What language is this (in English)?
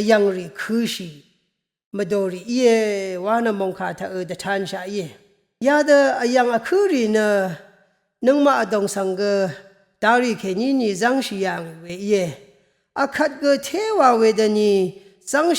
Rawang